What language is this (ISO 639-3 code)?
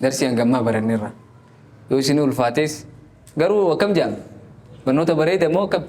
orm